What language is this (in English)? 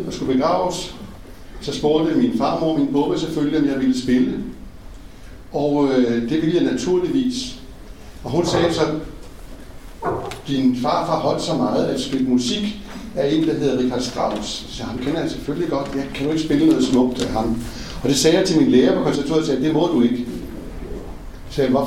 Danish